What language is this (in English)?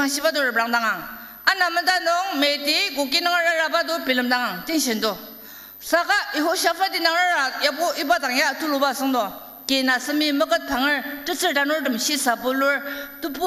Ao Naga